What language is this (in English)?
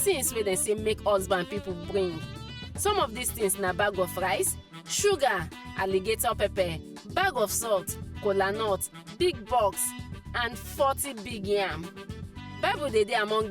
Nigerian Pidgin